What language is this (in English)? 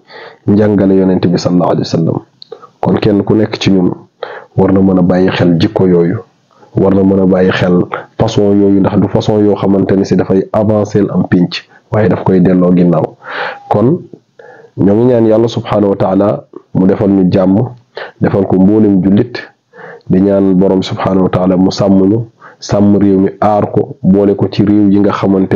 Wolof